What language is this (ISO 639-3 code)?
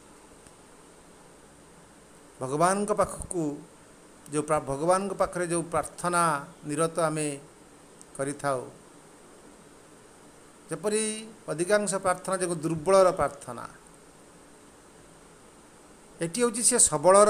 ori